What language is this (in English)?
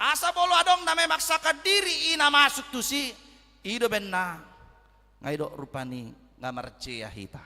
Batak Toba